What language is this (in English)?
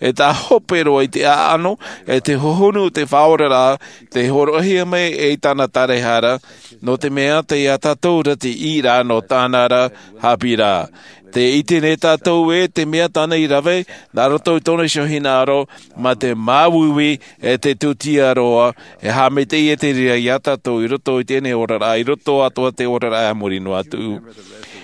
Tahitian